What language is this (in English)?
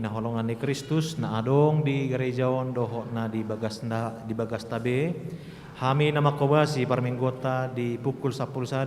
Batak Toba